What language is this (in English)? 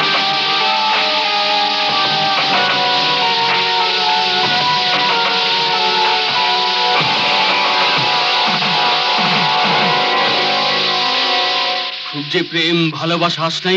Bangla